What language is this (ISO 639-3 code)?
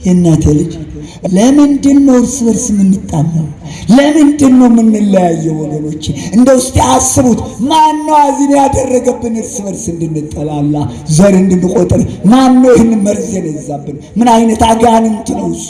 amh